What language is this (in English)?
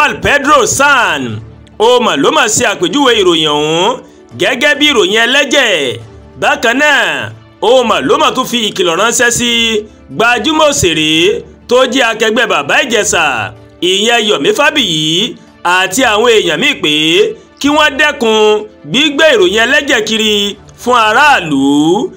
Yoruba